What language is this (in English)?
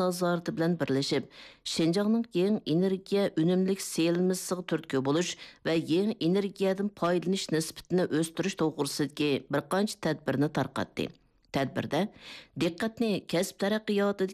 Uyghur